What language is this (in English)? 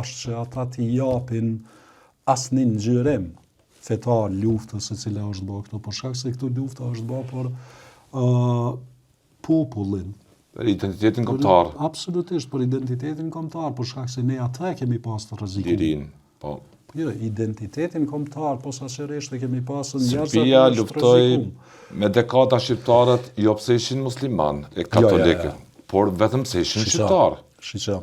Albanian